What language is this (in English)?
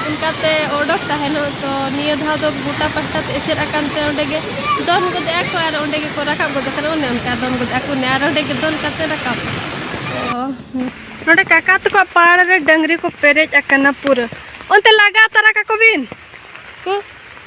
Santali